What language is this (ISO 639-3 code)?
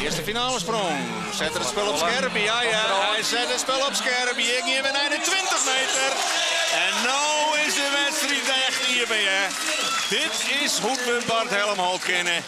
fry